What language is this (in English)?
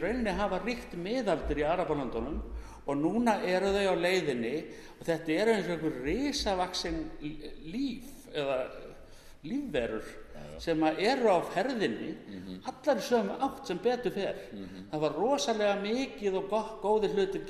Icelandic